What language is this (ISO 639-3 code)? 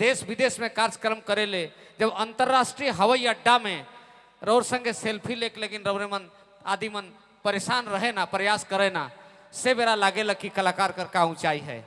sck